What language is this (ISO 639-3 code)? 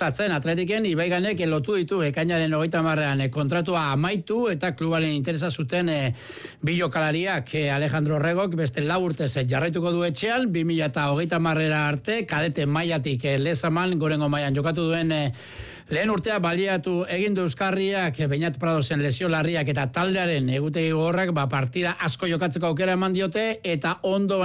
eus